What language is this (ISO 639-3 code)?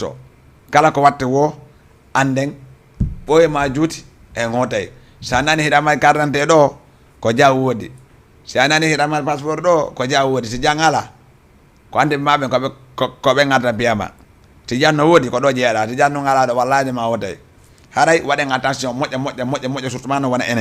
ful